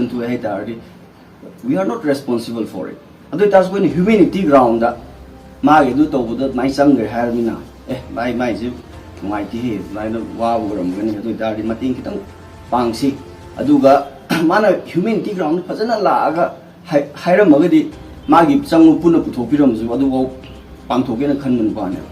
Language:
Manipuri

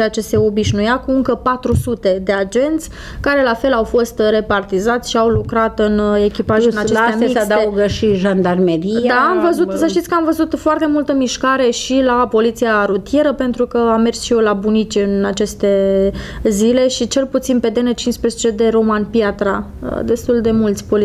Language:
Romanian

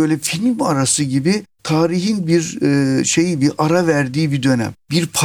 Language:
Turkish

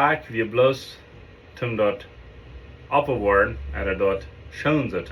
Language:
Plautdietsch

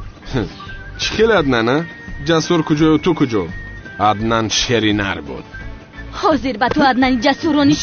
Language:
Tajik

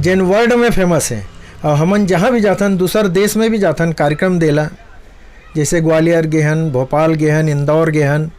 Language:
Chhattisgarhi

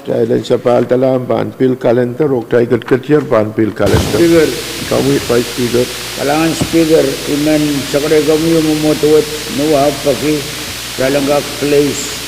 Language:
Pohnpeian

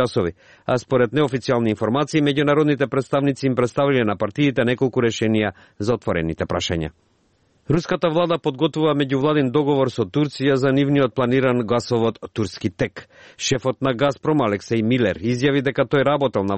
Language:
Macedonian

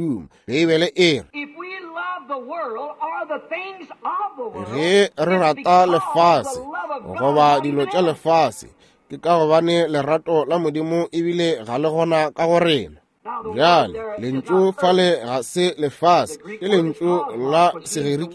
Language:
Northern Sotho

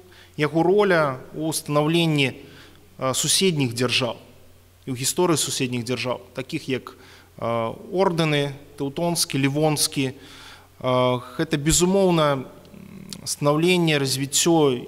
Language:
Belarusian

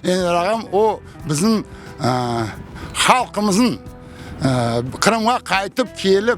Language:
Crimean Tatar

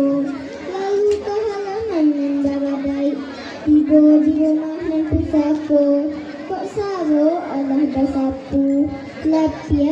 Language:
Minangkabau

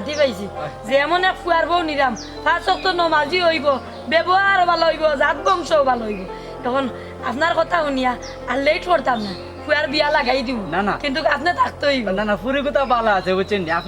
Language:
Sylheti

